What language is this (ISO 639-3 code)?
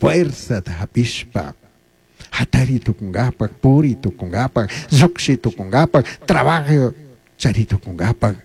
qug